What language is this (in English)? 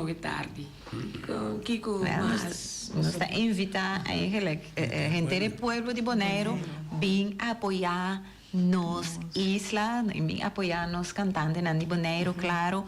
Papiamento